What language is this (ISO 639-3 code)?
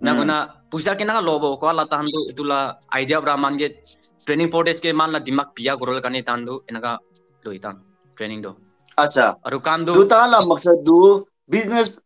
nag